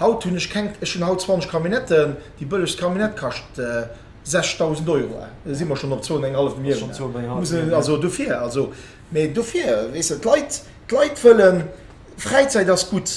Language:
Luxembourgish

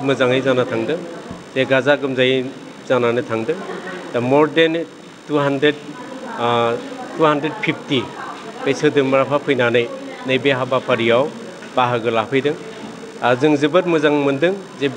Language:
Bodo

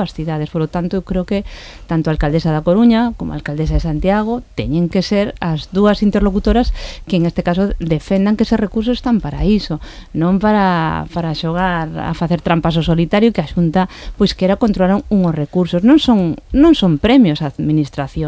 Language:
Galician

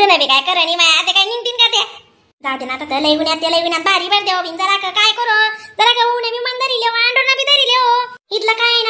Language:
Khandesi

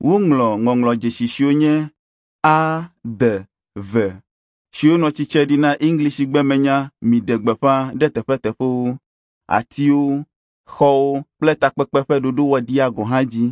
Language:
Ewe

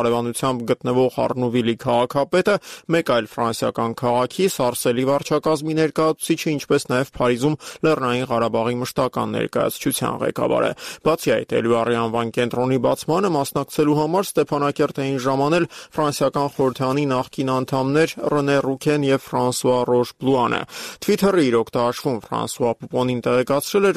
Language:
Armenian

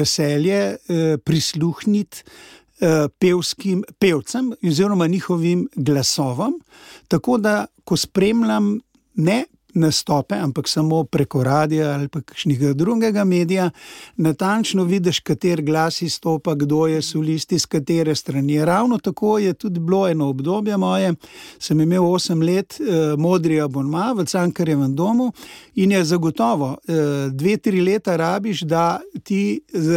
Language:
Slovenian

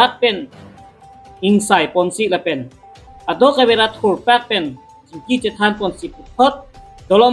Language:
Karbi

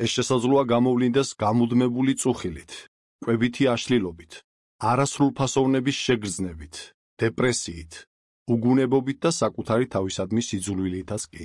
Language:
Georgian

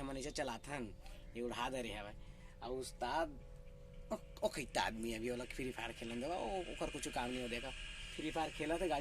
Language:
Chhattisgarhi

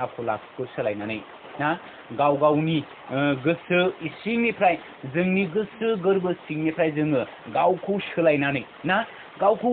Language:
Bodo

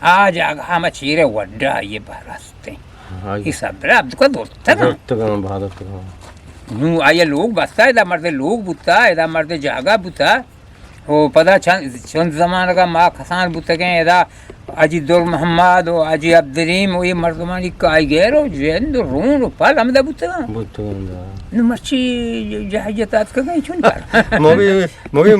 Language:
Eastern Balochi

